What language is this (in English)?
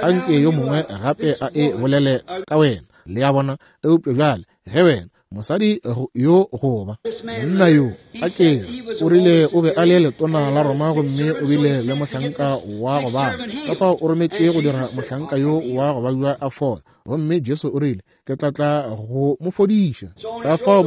Northern Sotho